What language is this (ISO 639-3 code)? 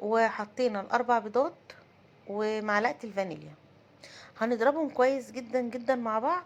arz